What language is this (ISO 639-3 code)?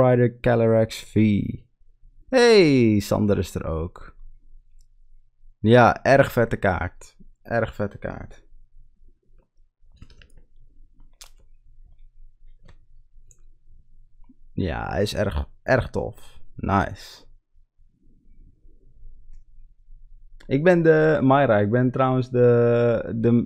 nld